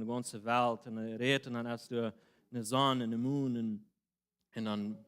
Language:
Plautdietsch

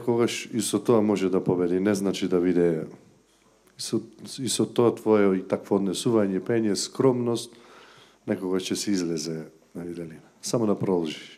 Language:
Macedonian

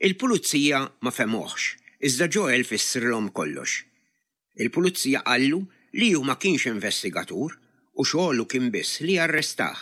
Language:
Maltese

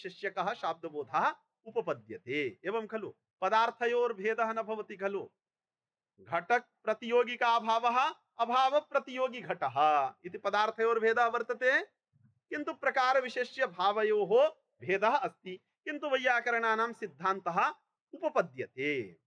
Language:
Sanskrit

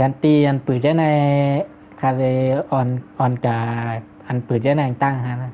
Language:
Shan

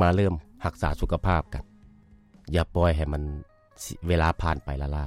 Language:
Lao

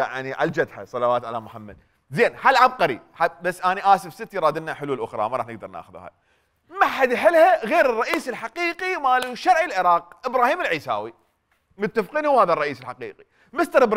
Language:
Mesopotamian Arabic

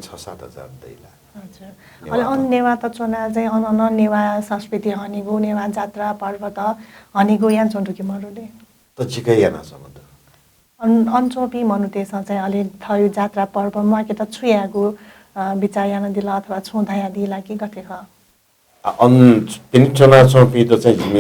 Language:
Newari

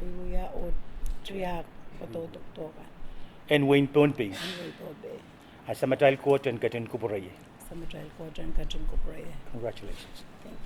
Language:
Pohnpeian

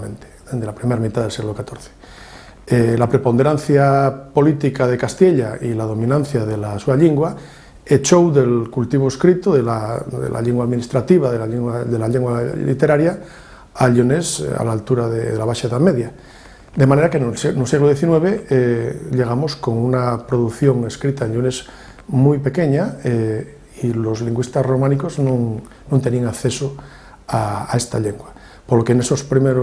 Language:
Asturian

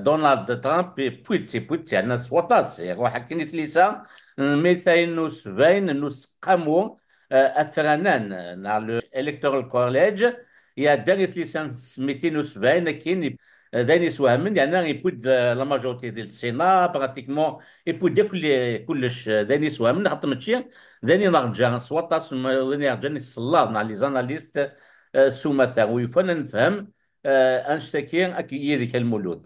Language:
Kabyle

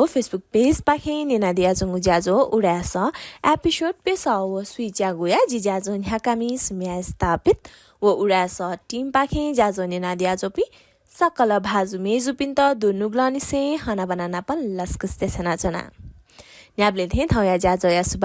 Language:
Newari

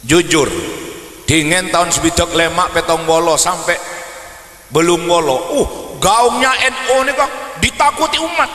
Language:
Madurese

